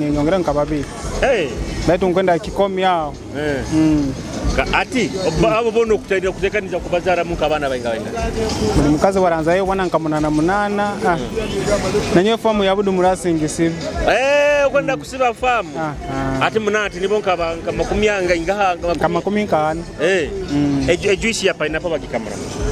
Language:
Nyoro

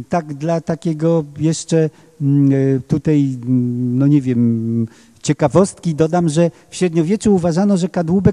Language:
Polish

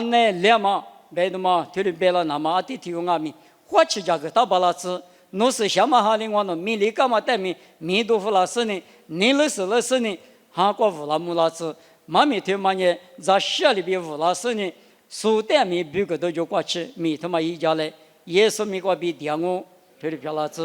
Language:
Lisu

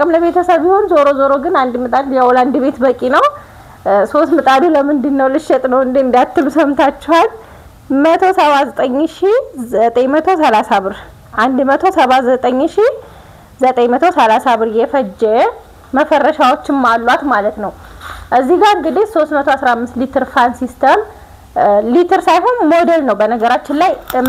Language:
Amharic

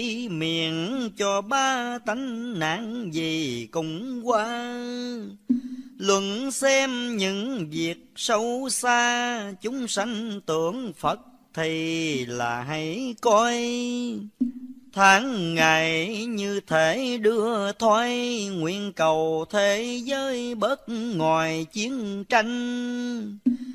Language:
Vietnamese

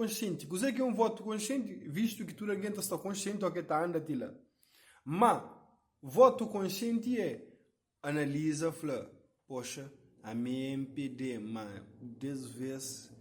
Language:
Kabuverdianu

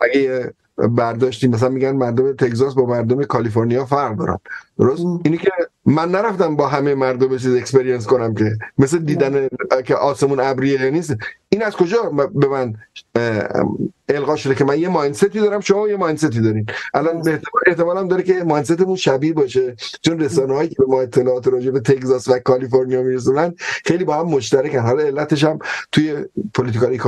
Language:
Persian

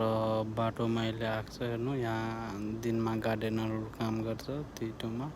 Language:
Nepali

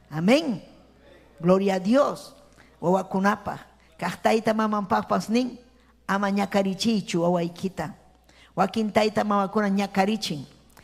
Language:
Ayacucho Quechua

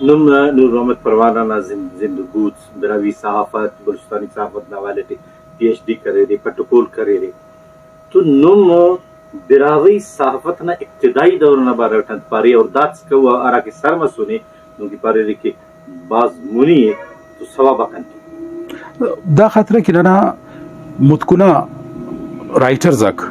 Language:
Brahui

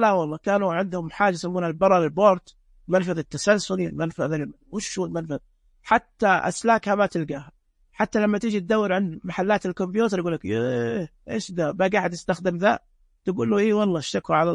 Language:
Najdi Arabic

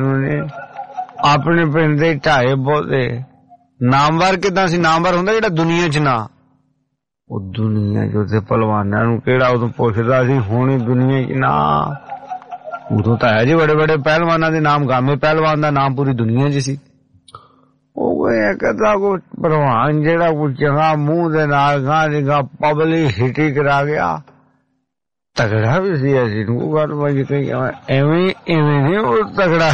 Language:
Punjabi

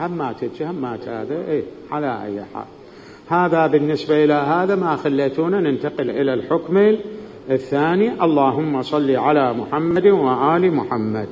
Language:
Mesopotamian Arabic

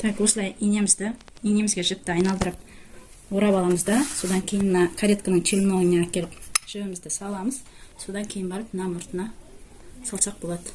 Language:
Kazakh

